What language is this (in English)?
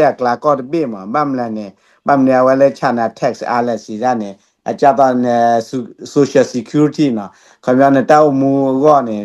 S'gaw Karen